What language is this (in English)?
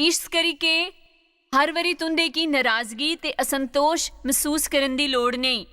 Dogri